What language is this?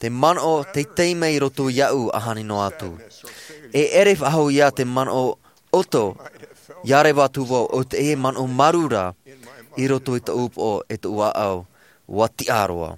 Tahitian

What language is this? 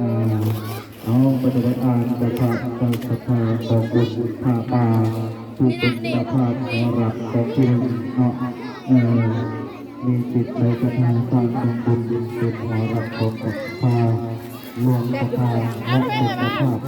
Northeastern Thai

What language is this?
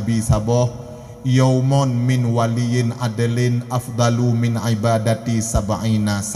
Achinese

